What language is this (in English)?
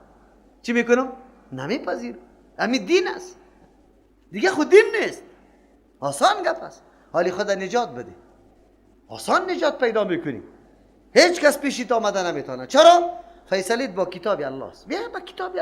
Persian